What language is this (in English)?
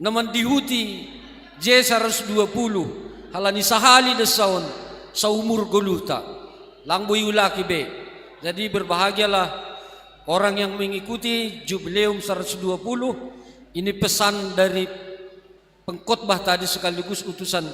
Batak Simalungun